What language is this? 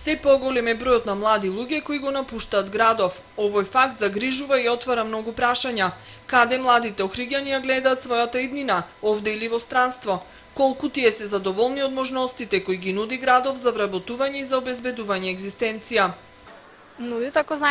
Macedonian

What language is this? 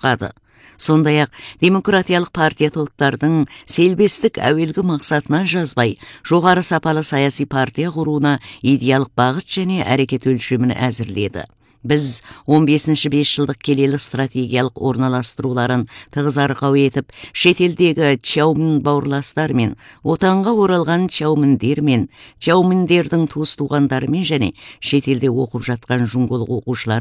Kazakh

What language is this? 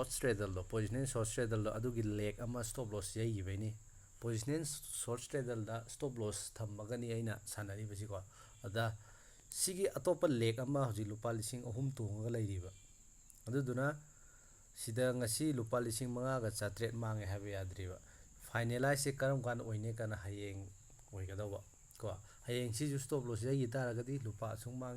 Manipuri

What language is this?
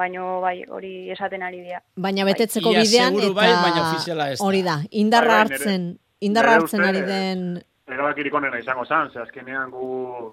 Basque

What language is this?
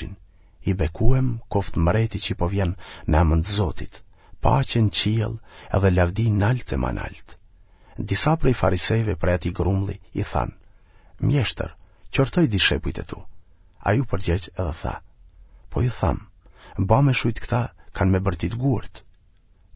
Albanian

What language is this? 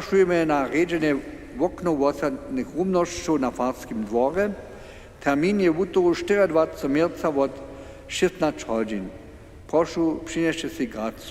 Upper Sorbian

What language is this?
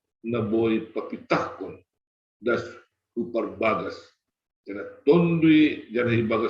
Batak Simalungun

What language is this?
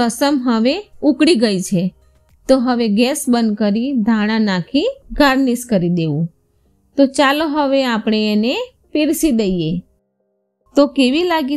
Gujarati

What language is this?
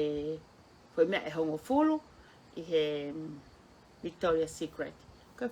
Tongan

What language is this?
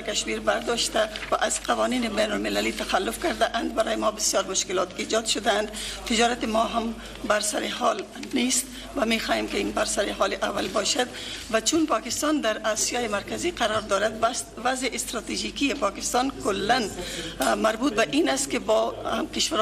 Tajik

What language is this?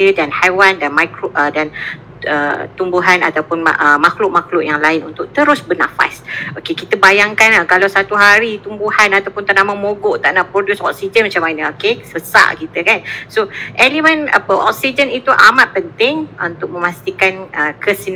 Malay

